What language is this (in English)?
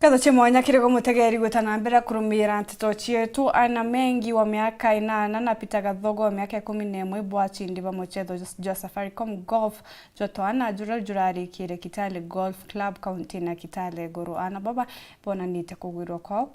Meru